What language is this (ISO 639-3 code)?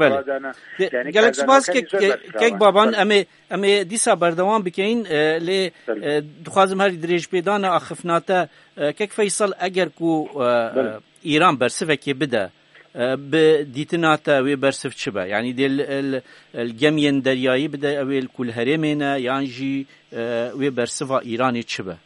kur